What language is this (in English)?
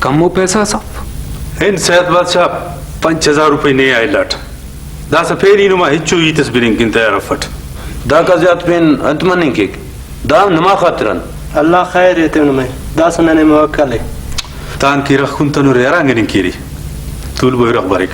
Brahui